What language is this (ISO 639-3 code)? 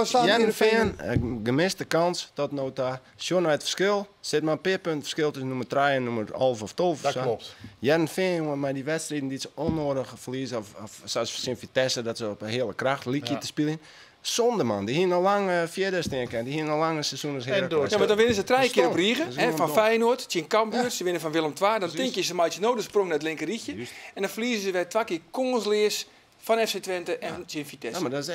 fry